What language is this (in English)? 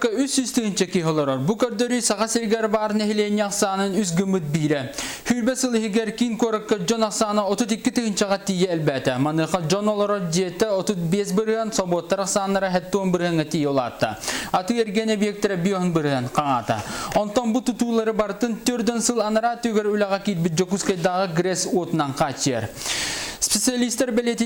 Yakut